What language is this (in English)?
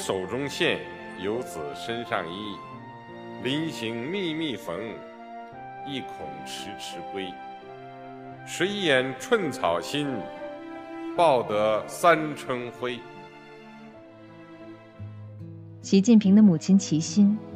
Chinese